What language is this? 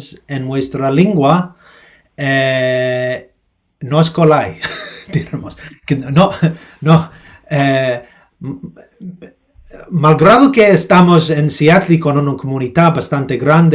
Ladino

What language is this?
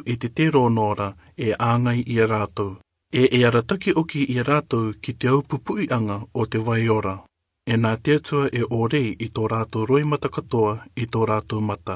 Rarotongan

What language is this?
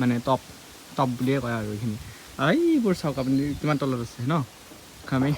Assamese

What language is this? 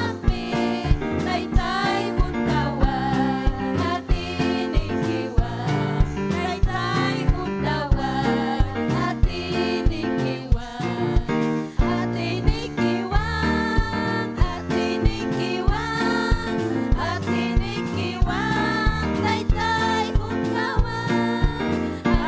Ayacucho Quechua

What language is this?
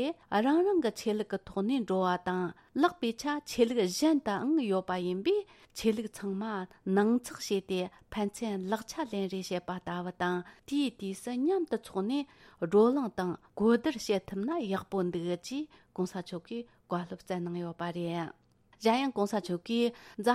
Tibetan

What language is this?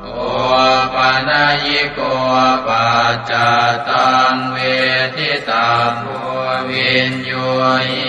Pali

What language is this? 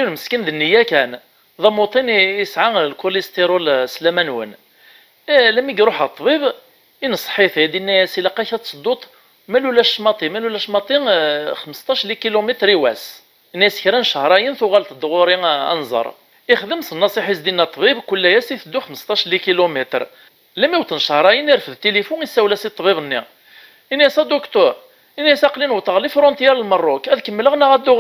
Kabyle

